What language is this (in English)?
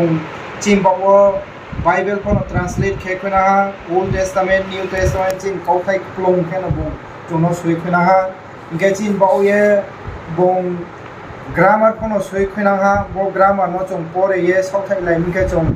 Riang (India)